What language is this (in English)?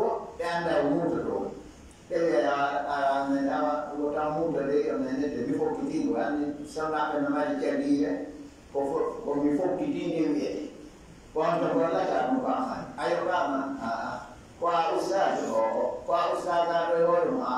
Fula